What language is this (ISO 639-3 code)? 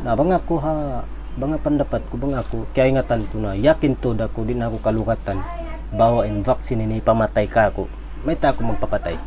tsg